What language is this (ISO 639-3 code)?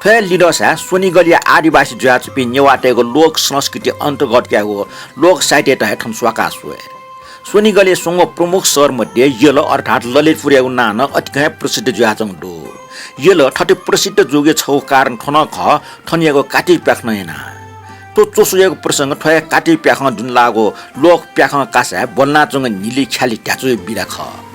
new